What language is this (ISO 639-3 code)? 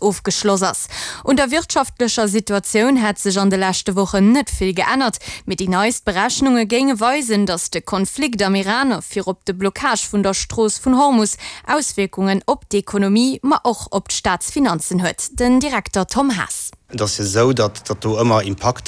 ltz